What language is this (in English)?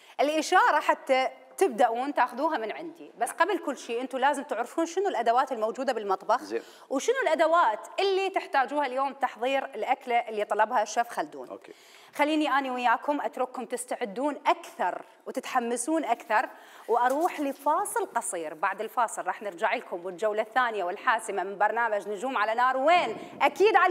Mesopotamian Arabic